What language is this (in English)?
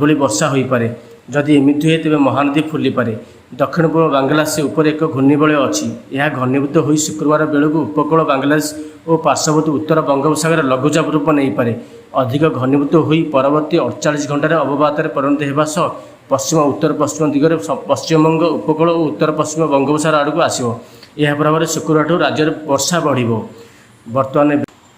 Odia